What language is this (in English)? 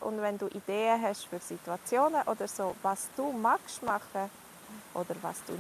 Swiss German